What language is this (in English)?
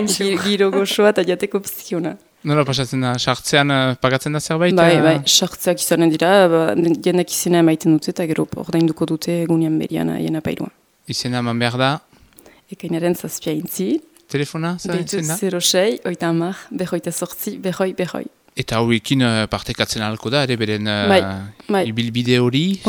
Basque